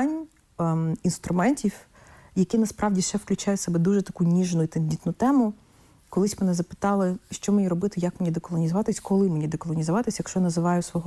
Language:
Ukrainian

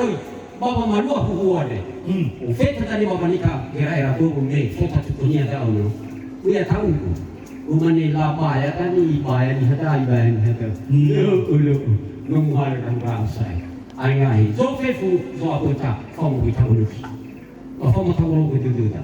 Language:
Nias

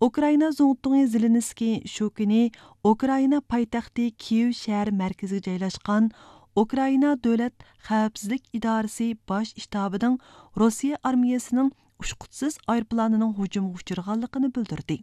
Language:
Uyghur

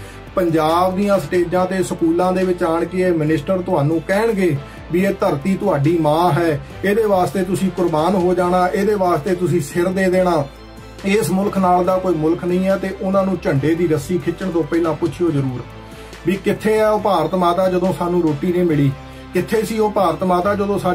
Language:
Punjabi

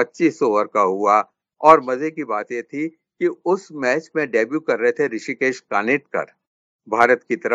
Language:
Hindi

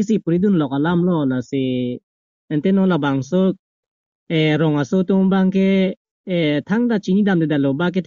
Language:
Karbi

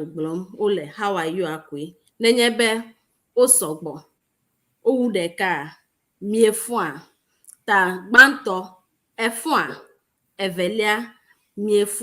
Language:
Ewe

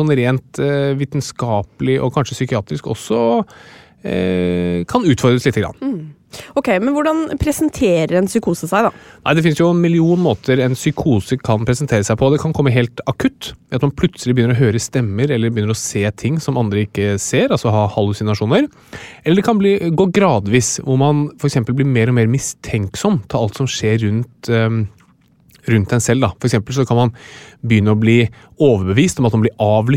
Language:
Norwegian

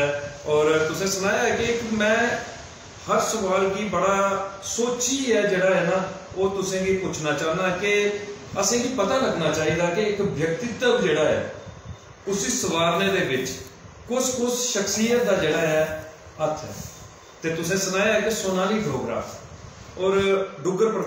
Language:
Dogri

